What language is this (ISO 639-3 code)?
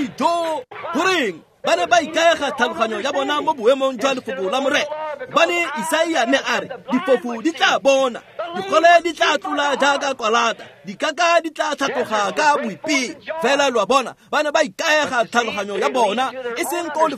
tsn